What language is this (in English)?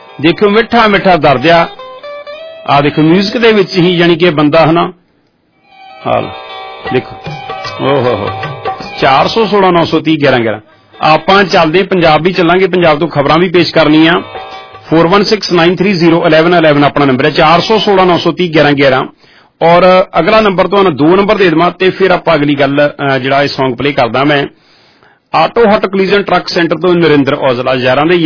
Punjabi